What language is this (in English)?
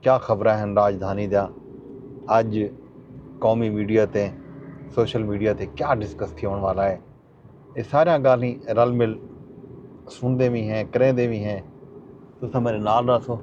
Saraiki